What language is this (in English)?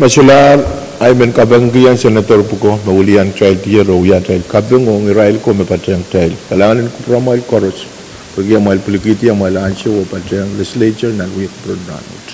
Pohnpeian